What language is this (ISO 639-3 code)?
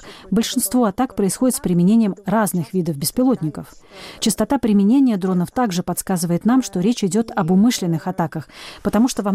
rus